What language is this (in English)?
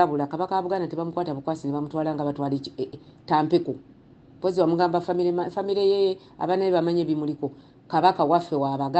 Ganda